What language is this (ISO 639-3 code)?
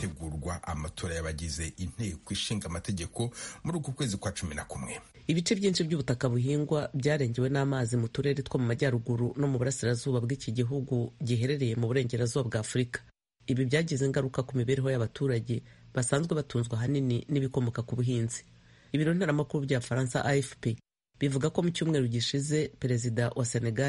kin